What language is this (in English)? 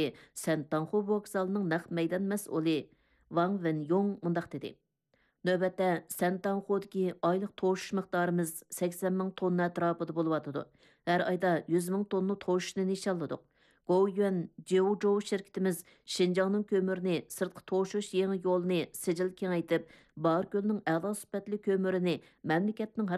Uyghur